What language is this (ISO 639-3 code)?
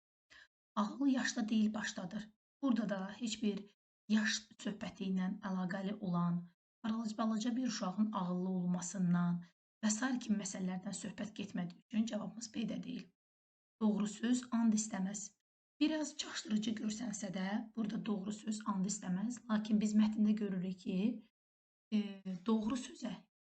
aze